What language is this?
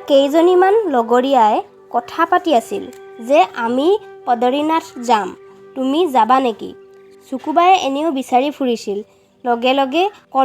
Assamese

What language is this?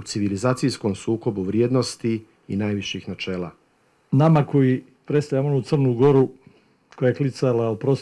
Croatian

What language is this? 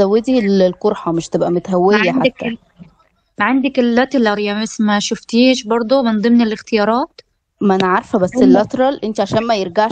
Egyptian Arabic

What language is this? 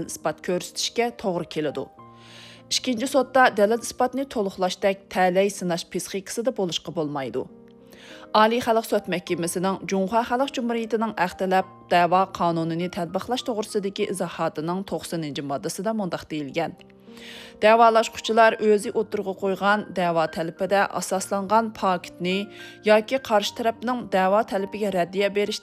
Uyghur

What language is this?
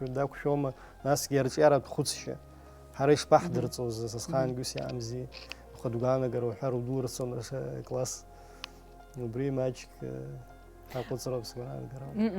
Abkhazian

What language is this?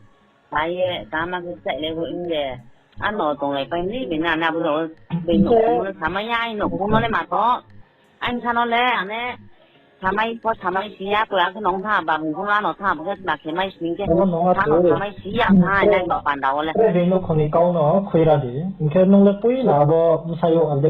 Riang (India)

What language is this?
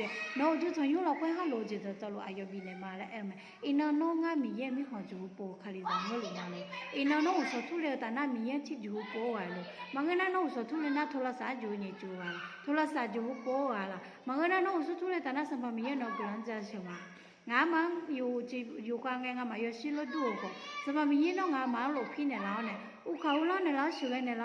Akha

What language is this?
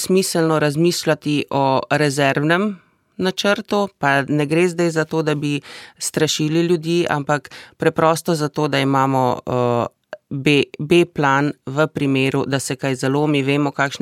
Slovenian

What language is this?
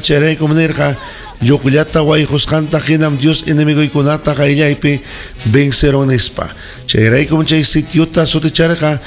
Ayacucho Quechua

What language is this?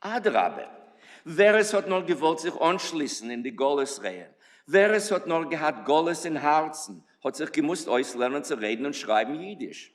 Yiddish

